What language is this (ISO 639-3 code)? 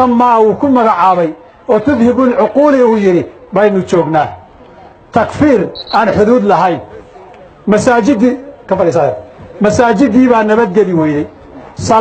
som